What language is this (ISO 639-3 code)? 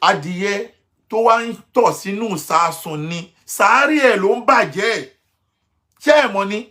yor